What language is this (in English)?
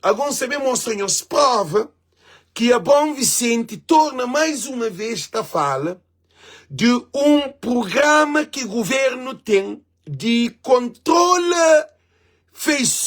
Kabuverdianu